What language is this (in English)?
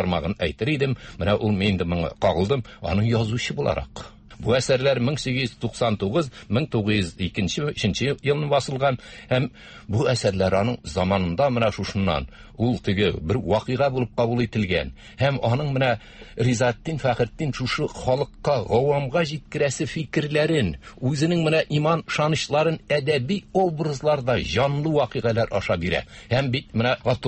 Tatar